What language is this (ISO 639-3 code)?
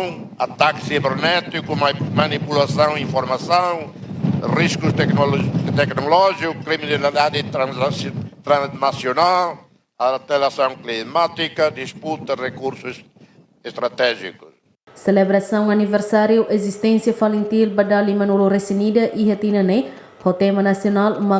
tet